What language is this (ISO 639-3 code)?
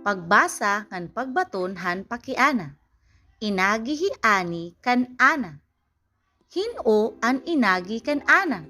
war